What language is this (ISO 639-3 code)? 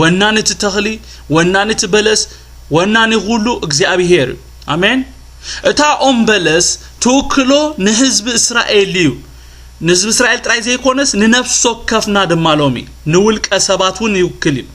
tir